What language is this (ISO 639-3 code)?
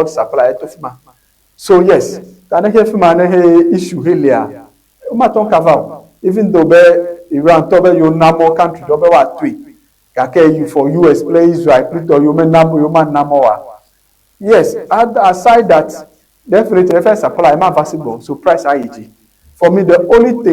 ewe